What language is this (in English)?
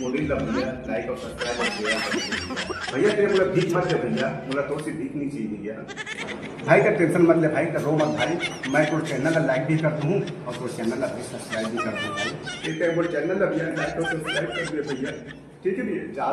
Chhattisgarhi